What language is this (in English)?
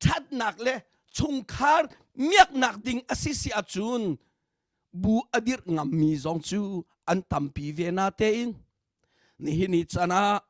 Hakha Chin